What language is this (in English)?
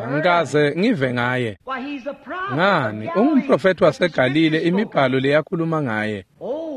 Swati